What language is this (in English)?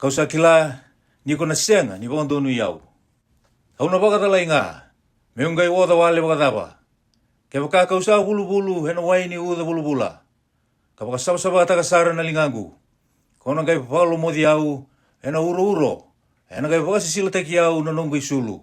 Fijian